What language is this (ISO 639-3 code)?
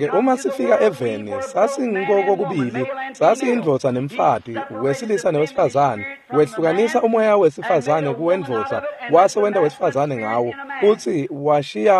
ssw